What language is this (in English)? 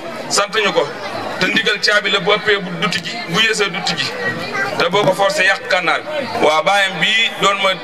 Wolof